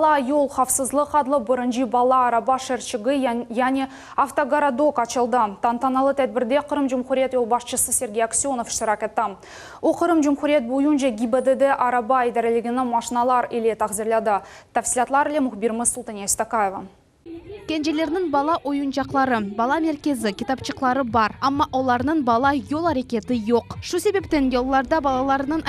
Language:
Crimean Tatar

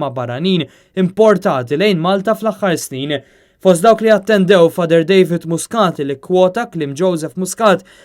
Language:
Maltese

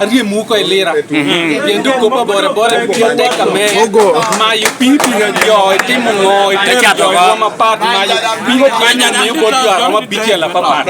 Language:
Lango (Uganda)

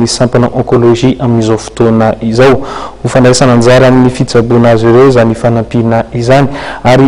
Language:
Malagasy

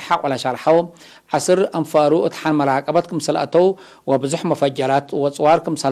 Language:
Tigre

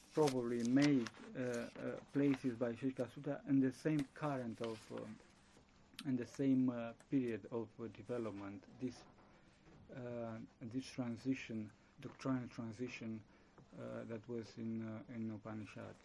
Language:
English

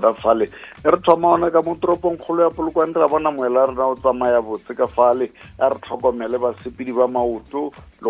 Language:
Northern Sotho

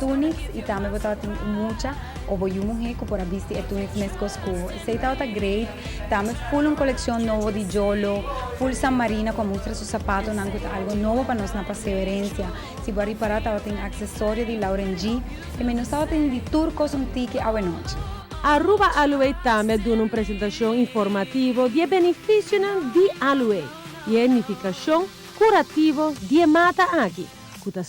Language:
Papiamento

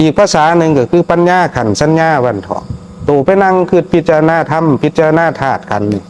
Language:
Northeastern Thai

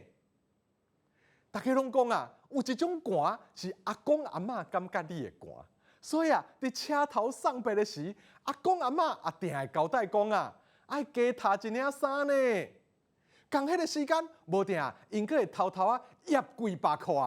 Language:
Min Nan Chinese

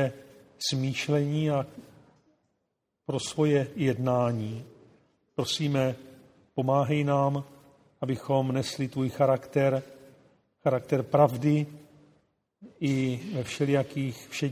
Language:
Czech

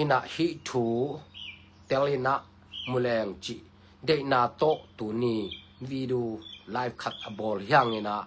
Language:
Tedim Chin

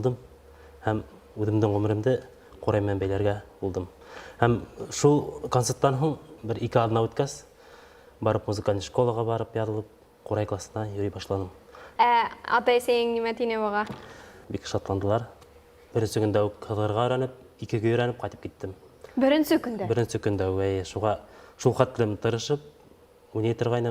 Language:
Bashkir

